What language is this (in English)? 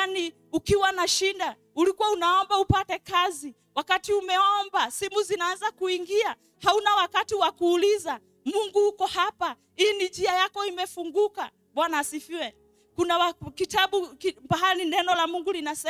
Swahili